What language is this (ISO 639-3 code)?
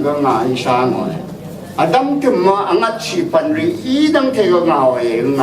raw